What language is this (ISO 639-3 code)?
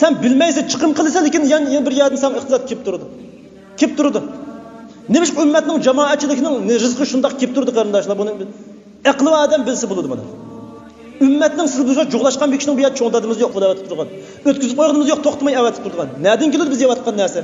uig